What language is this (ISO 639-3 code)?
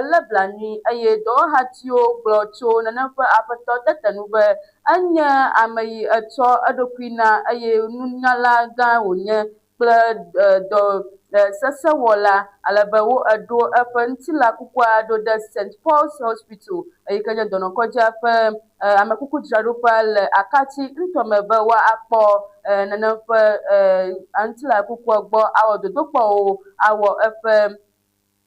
ewe